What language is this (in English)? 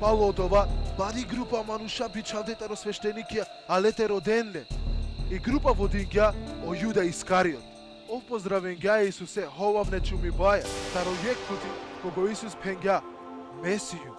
Balkan Romani